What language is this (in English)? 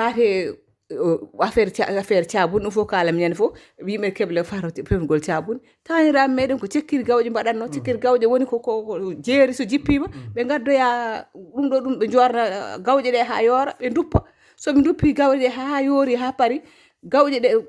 Fula